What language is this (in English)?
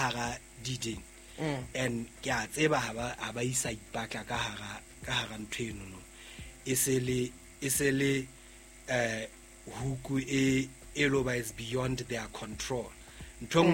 Southern Sotho